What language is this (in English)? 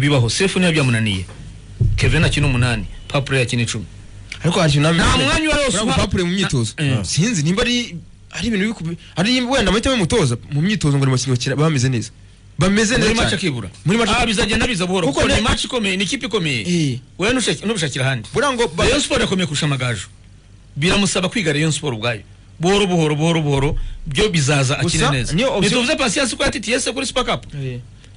Kinyarwanda